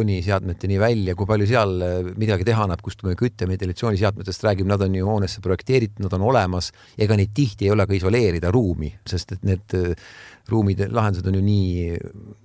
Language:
Estonian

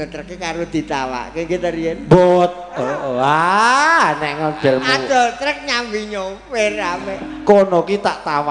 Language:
Javanese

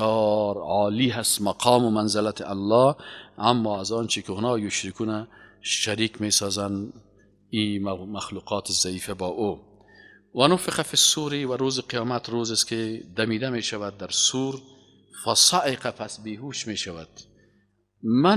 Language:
Persian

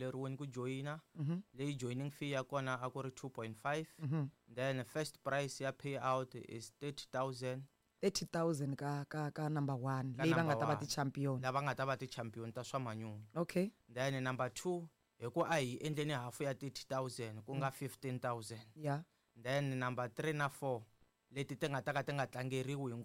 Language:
Tsonga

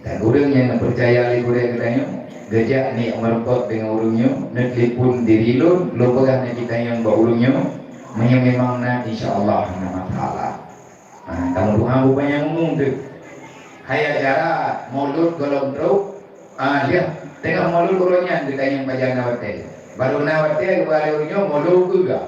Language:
Achinese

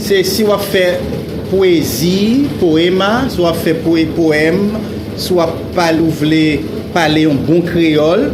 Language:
Haitian Creole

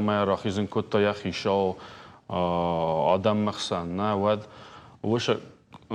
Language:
Ossetic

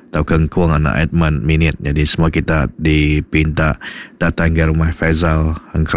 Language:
Iban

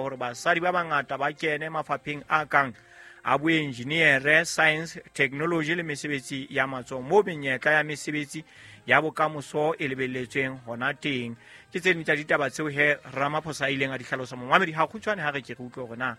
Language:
Southern Sotho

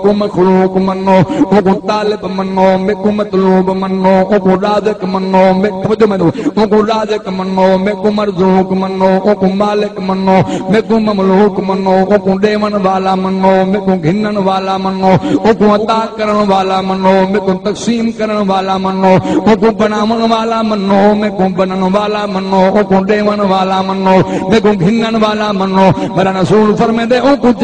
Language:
Saraiki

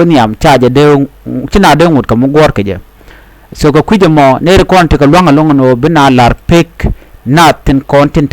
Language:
Nuer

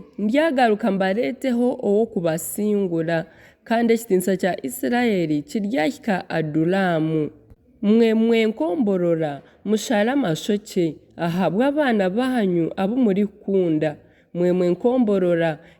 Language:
Nyankole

